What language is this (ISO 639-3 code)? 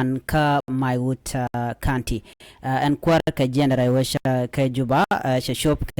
nus